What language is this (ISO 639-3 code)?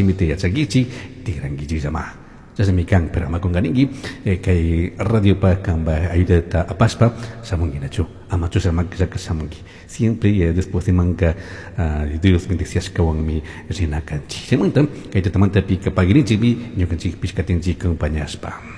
qug